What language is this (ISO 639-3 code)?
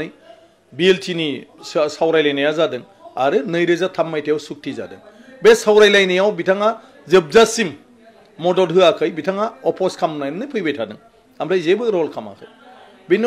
brx